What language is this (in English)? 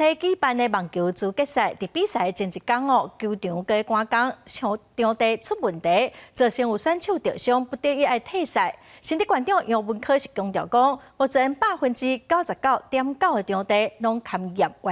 Min Nan Chinese